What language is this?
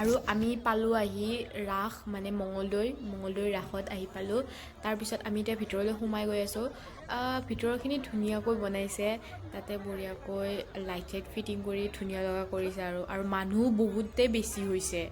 Assamese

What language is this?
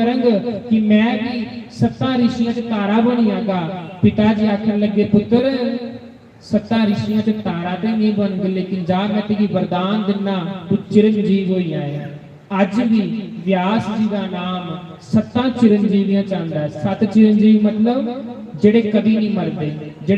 Dogri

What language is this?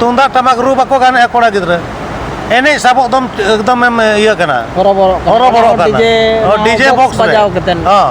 Santali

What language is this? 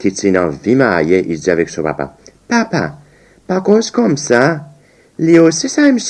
Seselwa Creole French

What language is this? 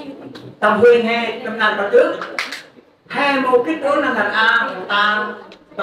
Central Mnong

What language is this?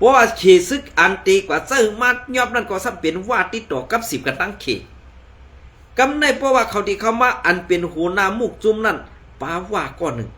Shan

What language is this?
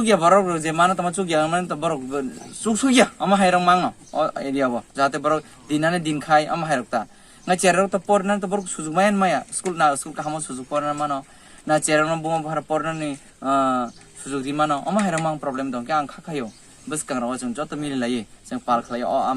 Kok Borok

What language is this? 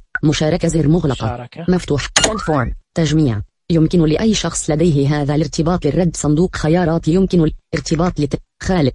Najdi Arabic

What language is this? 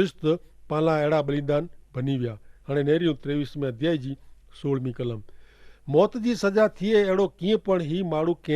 Kachhi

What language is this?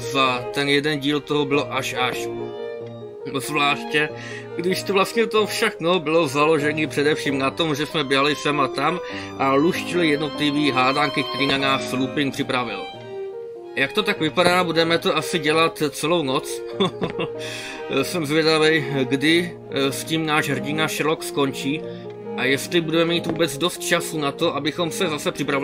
Czech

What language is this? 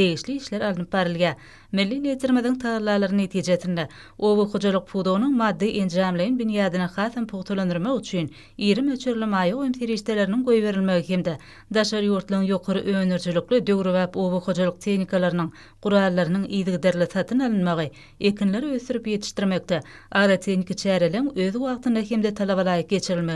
Turkmen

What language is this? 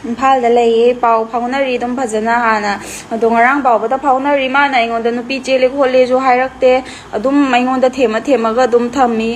Manipuri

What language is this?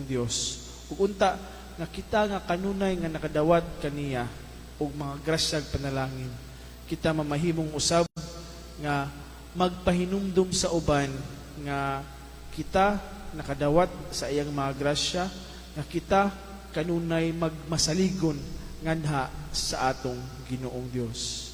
Cebuano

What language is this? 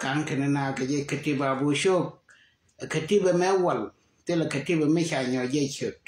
Nuer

